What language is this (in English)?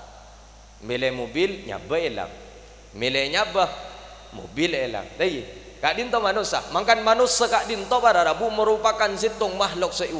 Madurese